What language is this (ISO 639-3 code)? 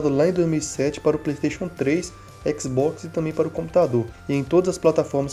por